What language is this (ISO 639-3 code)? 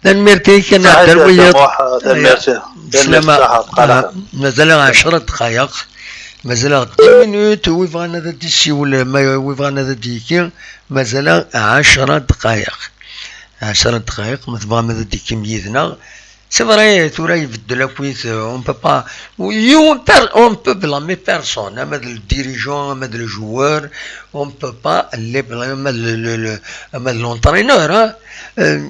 kab